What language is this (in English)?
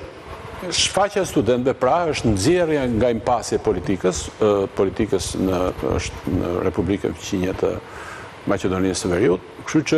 Albanian